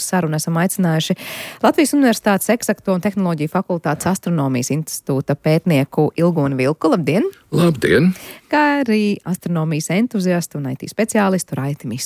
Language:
Latvian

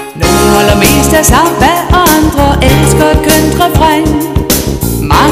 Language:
Danish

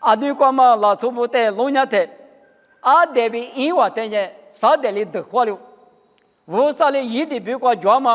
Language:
Lisu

